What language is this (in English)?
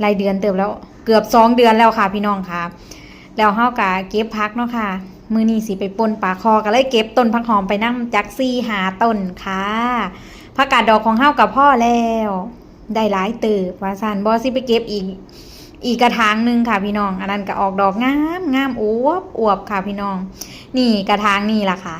Northeastern Thai